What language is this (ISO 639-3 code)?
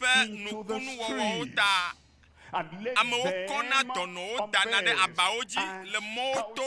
ewe